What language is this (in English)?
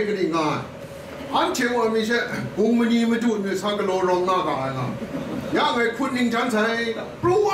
Kachin